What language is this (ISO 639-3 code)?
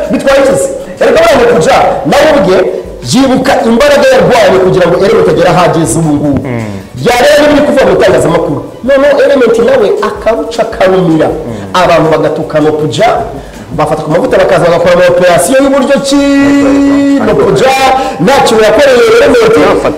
kin